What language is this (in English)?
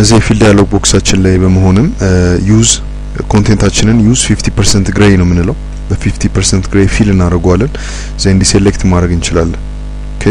Amharic